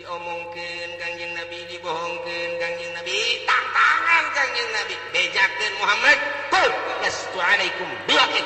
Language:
Sundanese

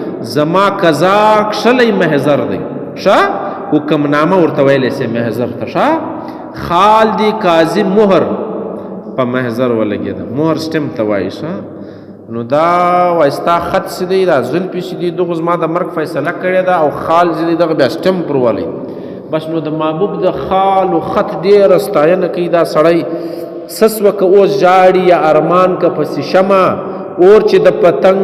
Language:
Pashto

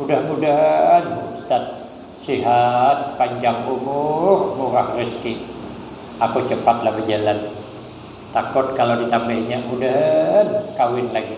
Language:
Banjar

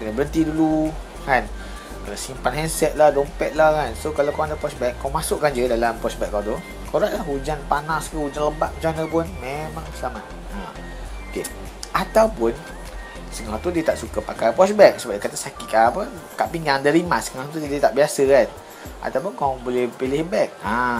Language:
Malay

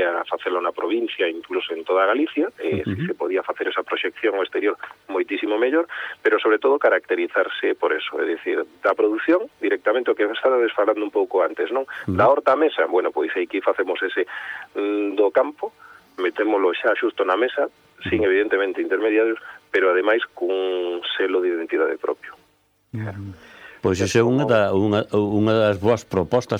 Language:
Galician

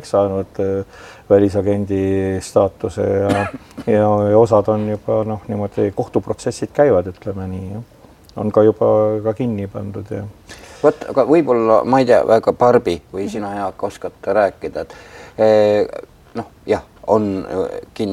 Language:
Estonian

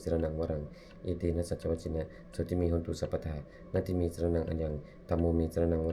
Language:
Pali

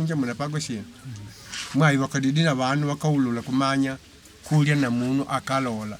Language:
Makonde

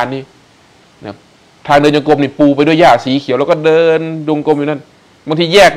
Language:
Thai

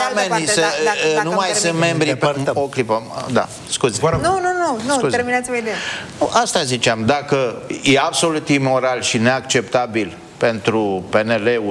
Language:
Romanian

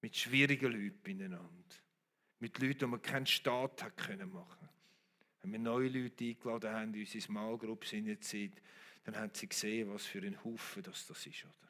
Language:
Swiss German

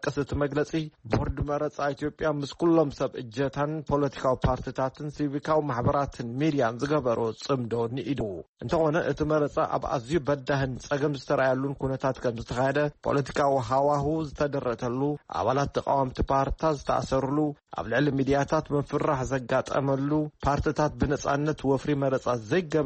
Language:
Tigrinya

